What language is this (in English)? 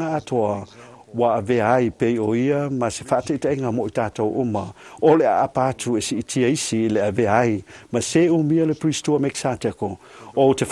Samoan